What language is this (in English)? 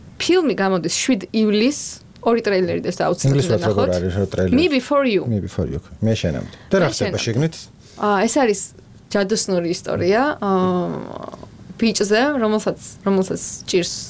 Georgian